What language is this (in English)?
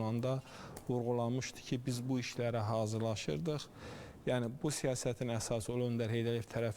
Azerbaijani